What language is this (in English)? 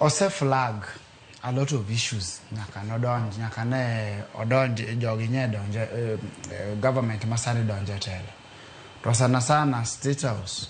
Luo (Kenya and Tanzania)